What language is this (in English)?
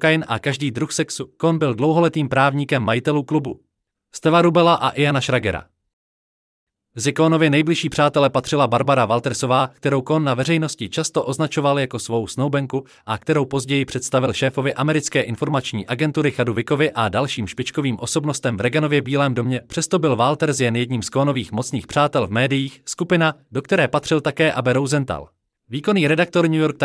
Czech